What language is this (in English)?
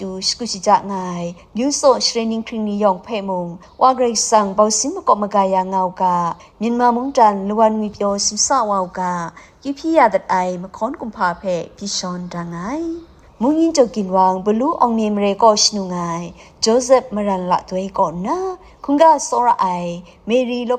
Kachin